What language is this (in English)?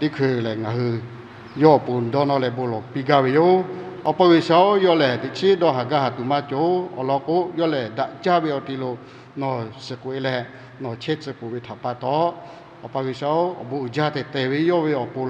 Lahu